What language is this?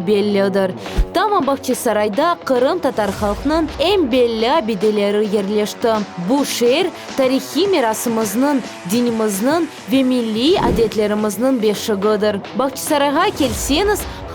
Crimean Tatar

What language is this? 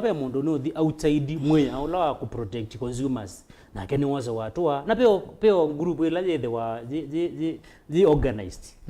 Kamba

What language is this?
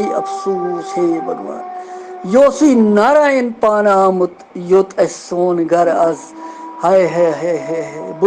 Kashmiri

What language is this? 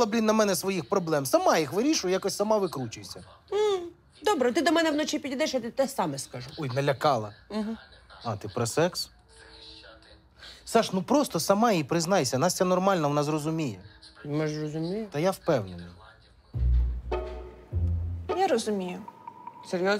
Ukrainian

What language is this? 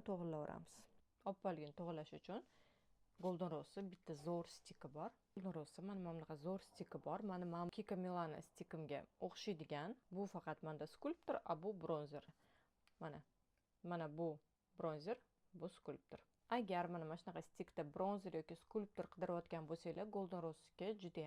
Uzbek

